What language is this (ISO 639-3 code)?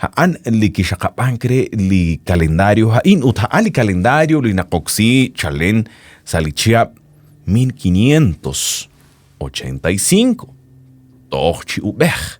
kek